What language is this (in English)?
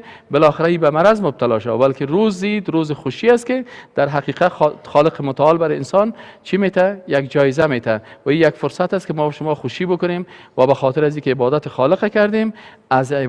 Persian